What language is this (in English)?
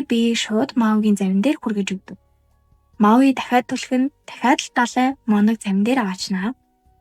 Mongolian